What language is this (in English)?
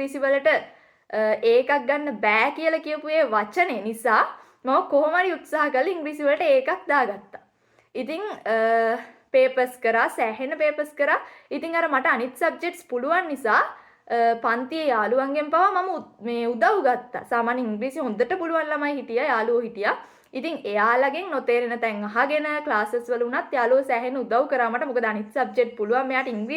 Sinhala